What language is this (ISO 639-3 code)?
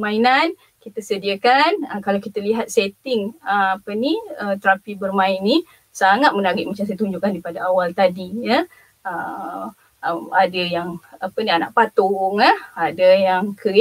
msa